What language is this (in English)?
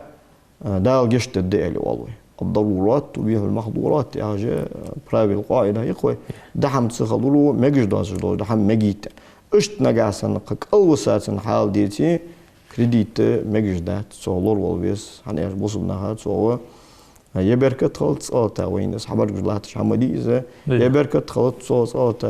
Ingush